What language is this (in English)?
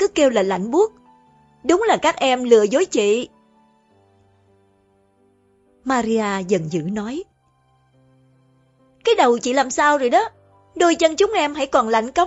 Vietnamese